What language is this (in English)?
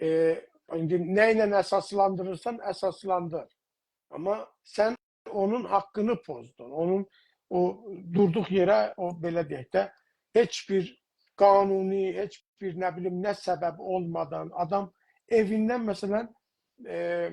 South Azerbaijani